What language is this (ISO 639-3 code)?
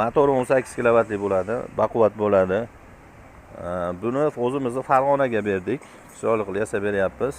uzb